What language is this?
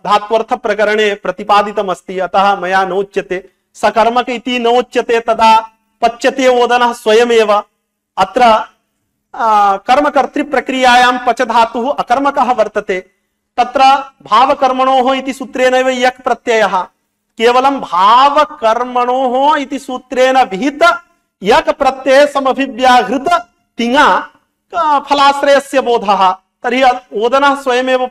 Sanskrit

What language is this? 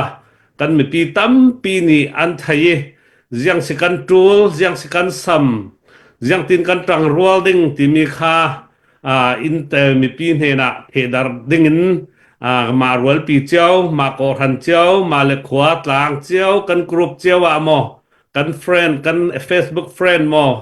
Hakha Chin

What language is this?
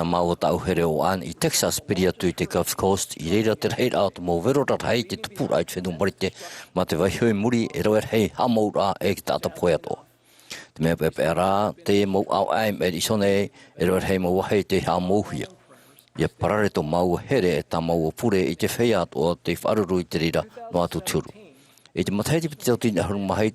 Tahitian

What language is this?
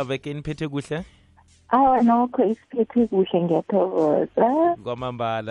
South Ndebele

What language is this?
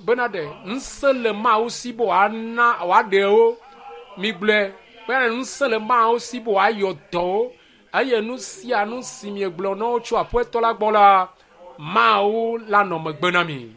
Ewe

